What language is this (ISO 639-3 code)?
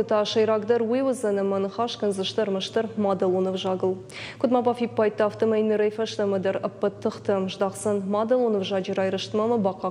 oss